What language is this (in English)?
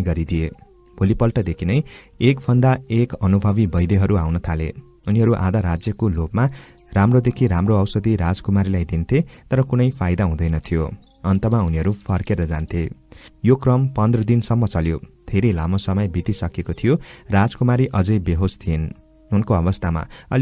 Nepali